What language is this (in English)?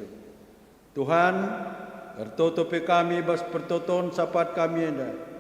Batak Karo